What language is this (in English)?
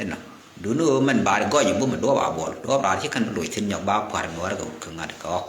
Nuer